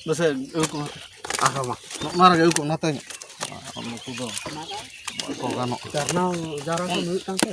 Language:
Santali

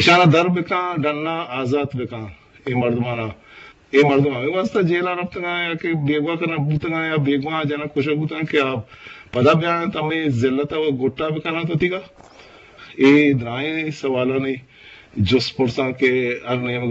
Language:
Eastern Balochi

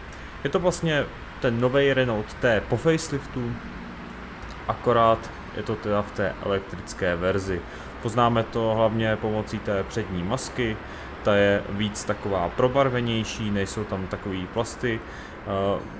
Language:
Czech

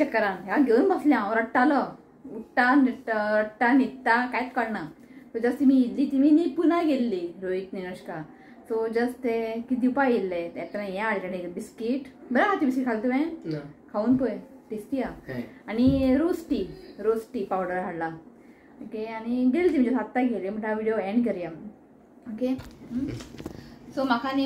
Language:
Konkani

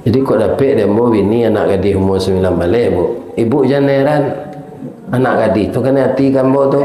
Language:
Minangkabau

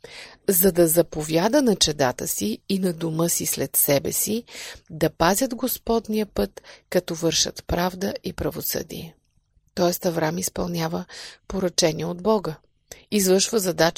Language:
Bulgarian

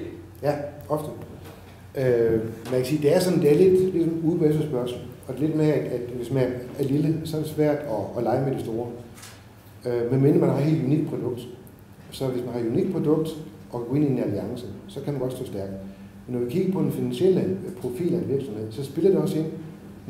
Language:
Danish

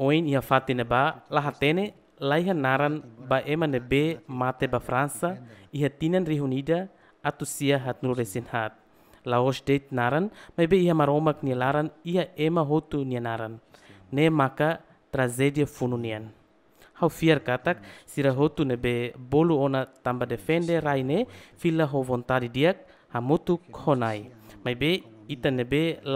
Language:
Tetum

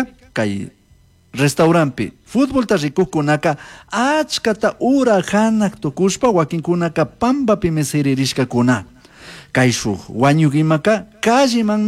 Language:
Chimborazo Highland Quichua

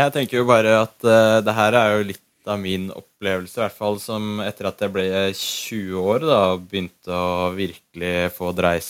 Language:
Norwegian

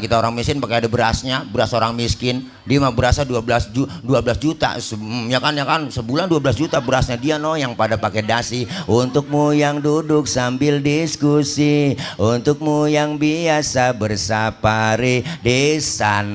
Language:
Betawi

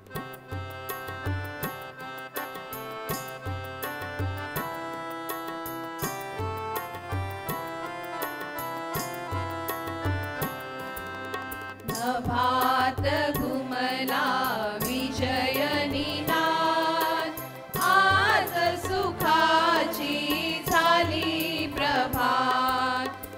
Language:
Marathi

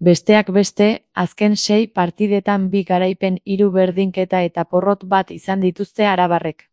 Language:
Basque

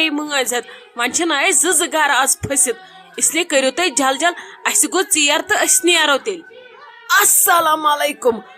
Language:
Kashmiri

